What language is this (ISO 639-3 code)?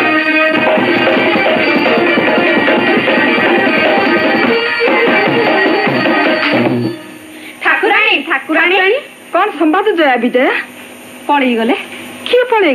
ori